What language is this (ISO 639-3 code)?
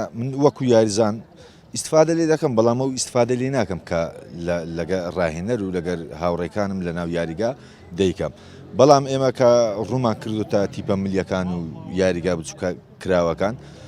ckb